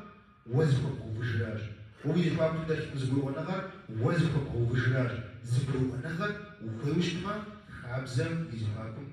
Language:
Kabardian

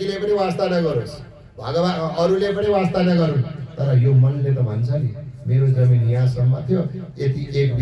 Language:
Nepali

